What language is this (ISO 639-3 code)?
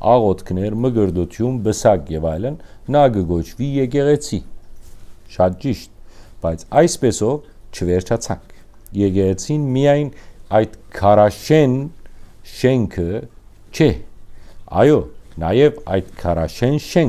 hyw